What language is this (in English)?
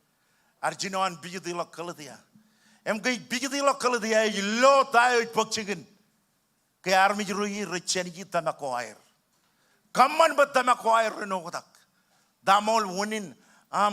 Marshallese